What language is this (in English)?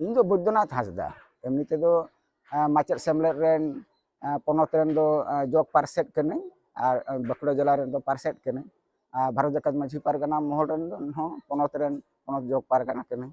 Santali